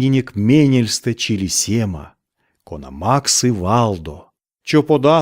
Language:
Erzya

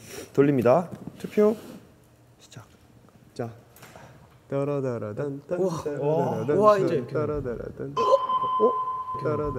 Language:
Korean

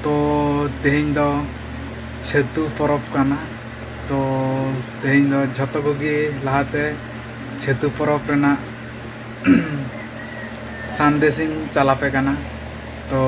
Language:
Santali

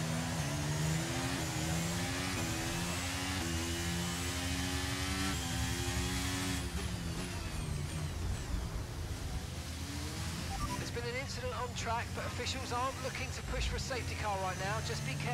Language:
English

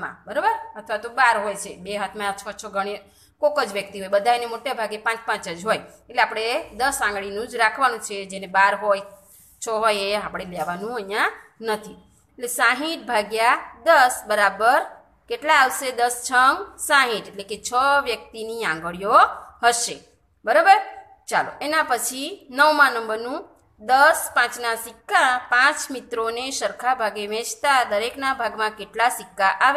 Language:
Gujarati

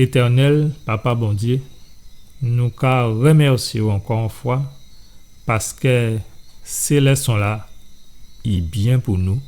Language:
Guadeloupean Creole French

